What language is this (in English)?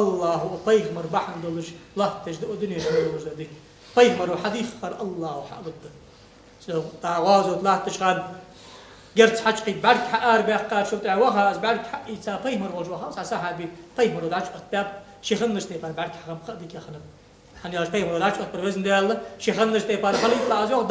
Ingush